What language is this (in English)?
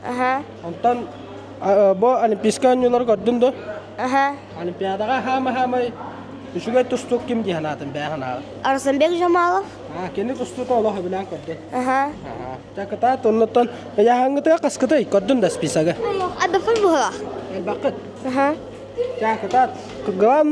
Yakut